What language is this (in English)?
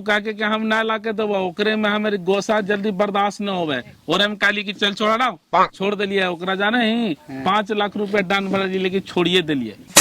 Magahi